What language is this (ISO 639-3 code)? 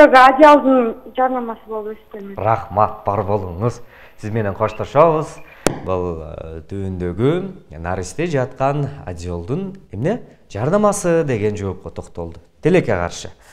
kir